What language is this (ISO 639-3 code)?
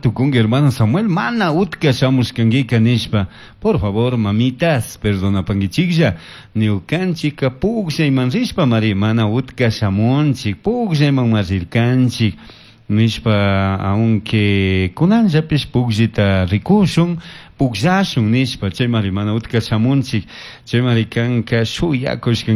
qug